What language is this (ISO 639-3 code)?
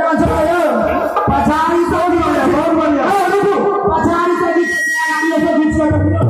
mai